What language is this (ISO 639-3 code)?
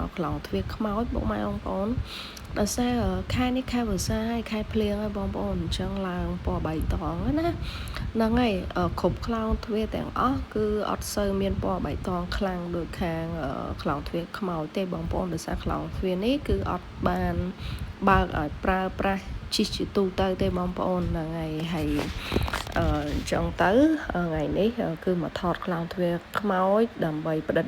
khm